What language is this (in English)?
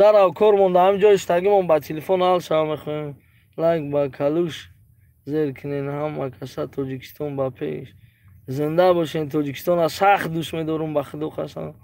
Tajik